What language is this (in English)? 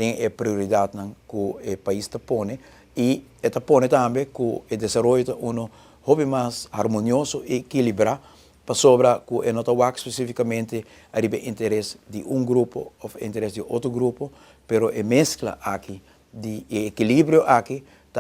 Papiamento